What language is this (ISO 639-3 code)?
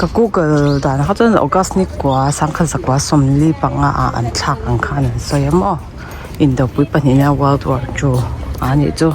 lus